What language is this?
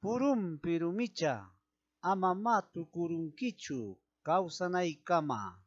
Ayacucho Quechua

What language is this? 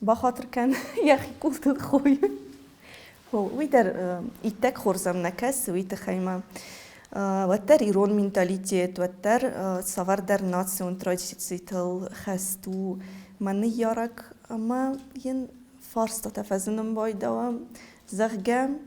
Ossetic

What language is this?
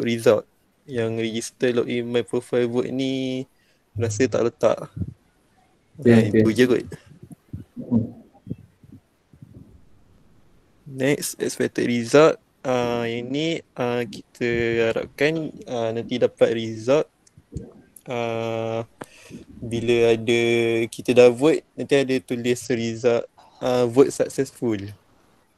Malay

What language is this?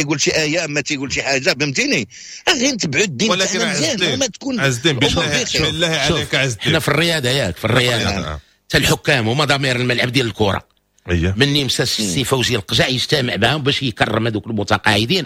Moroccan Arabic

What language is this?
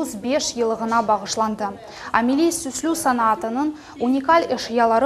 Crimean Tatar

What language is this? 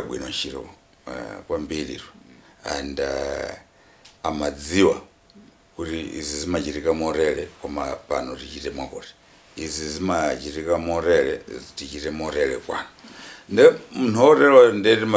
Nyanja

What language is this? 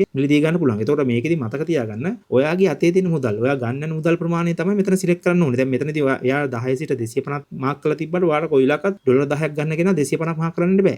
Sinhala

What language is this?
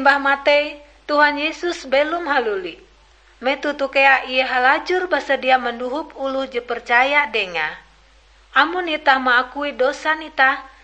Ngaju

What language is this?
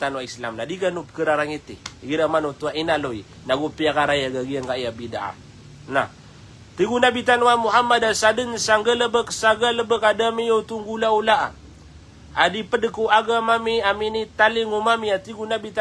Maranao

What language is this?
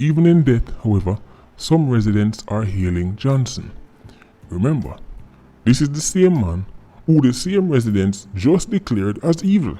Jamaican Creole English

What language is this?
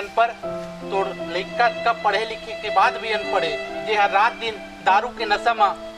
Chhattisgarhi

